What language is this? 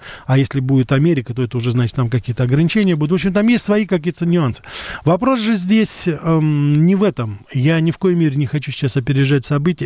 Russian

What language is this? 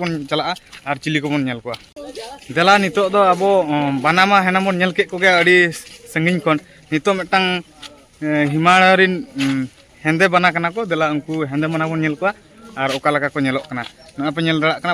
Santali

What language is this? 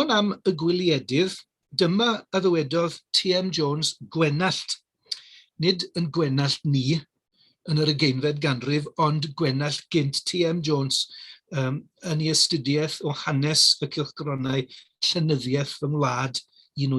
Welsh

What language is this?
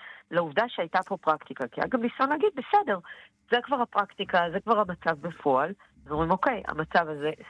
Hebrew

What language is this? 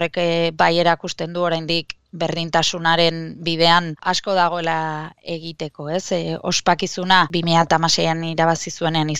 Basque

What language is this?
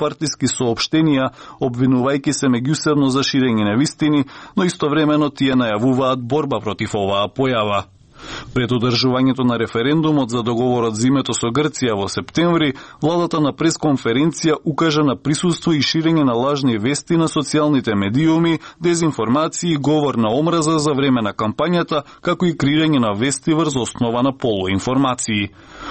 Macedonian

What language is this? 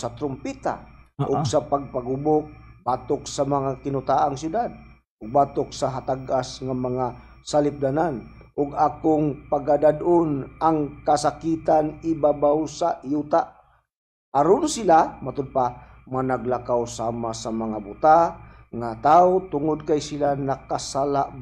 Cebuano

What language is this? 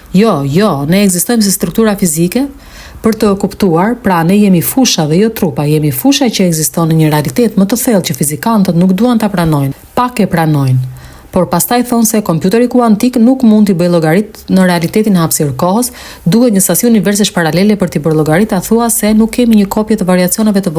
Albanian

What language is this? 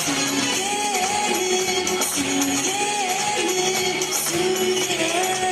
Kumyk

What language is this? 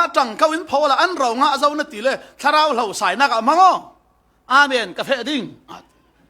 Falam Chin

